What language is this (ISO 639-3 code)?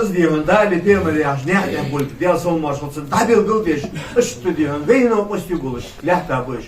inh